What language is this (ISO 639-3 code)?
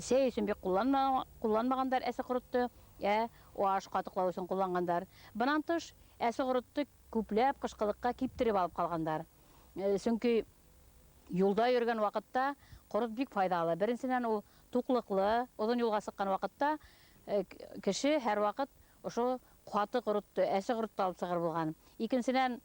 bak